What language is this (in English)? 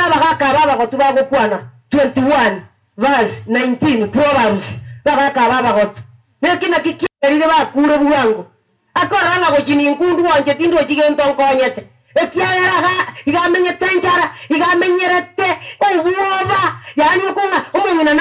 Gusii